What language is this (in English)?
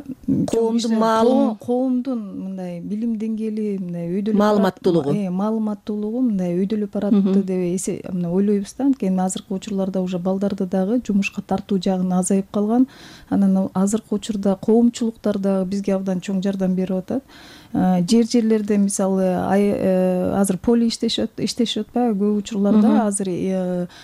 Kyrgyz